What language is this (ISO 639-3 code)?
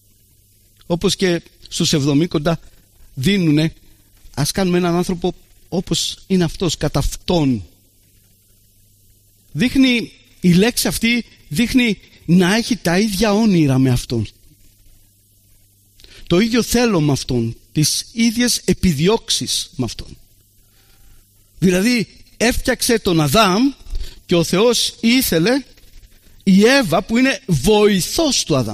ell